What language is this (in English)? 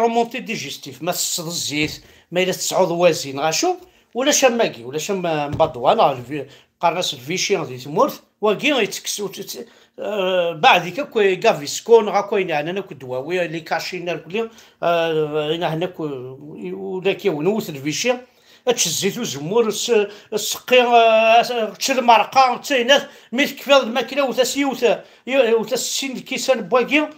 Kabyle